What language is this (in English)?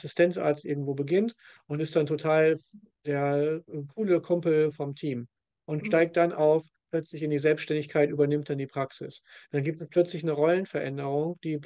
German